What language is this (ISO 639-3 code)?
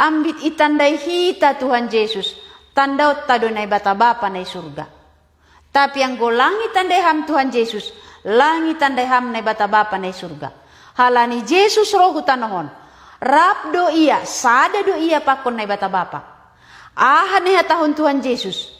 bts